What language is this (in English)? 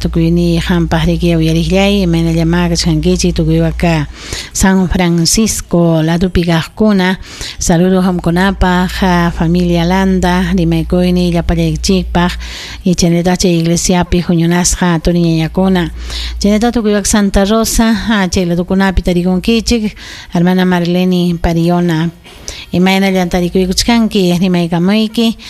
Ayacucho Quechua